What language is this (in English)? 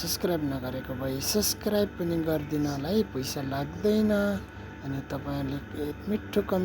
Nepali